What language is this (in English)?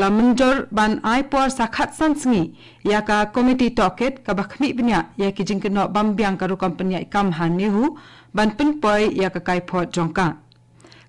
Khasi